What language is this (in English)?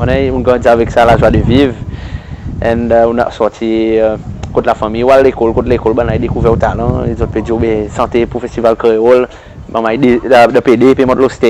Seselwa Creole French